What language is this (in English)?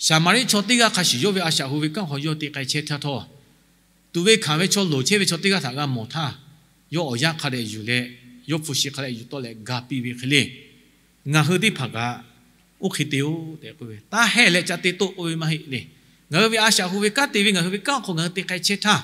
Lahu